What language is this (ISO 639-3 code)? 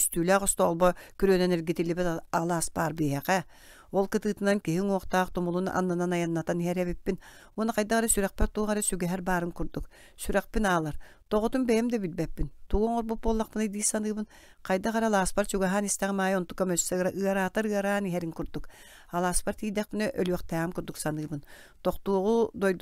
sah